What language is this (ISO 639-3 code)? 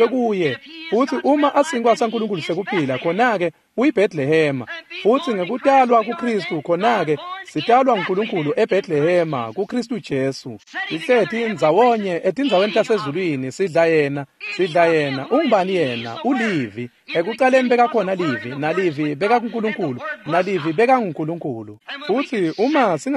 ssw